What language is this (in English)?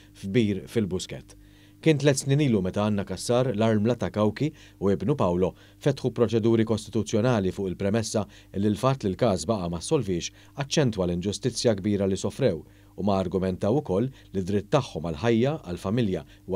Maltese